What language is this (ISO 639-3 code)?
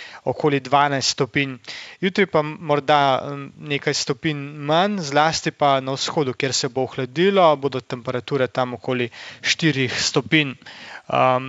slv